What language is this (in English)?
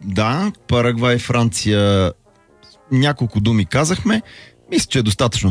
Bulgarian